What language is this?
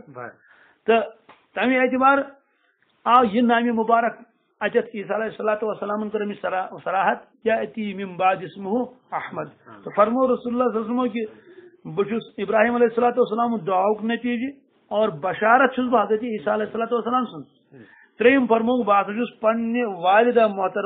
Kashmiri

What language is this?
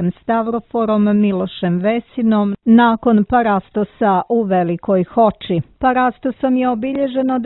Serbian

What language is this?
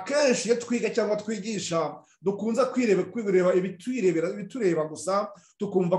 Kinyarwanda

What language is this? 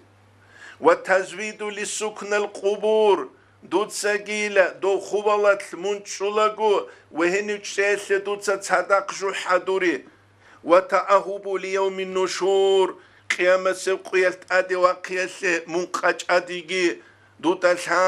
Avaric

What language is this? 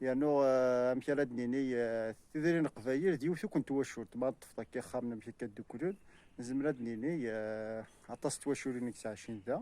Kabyle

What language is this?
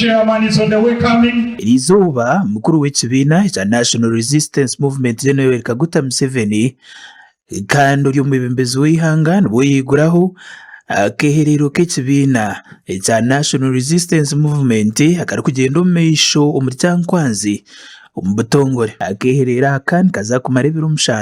Nyankole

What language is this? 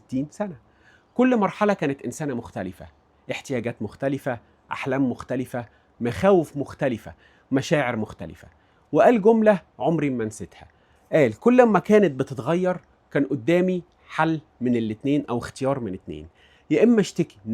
Egyptian Arabic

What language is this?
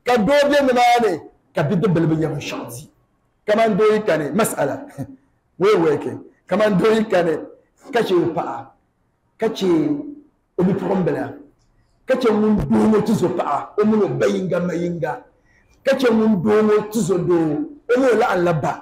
Dagbani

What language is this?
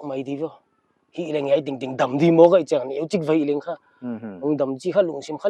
Paite Chin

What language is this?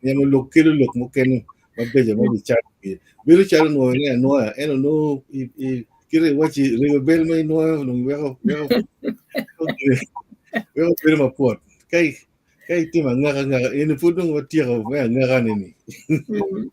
Acoli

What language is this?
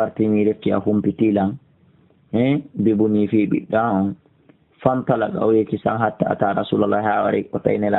Fula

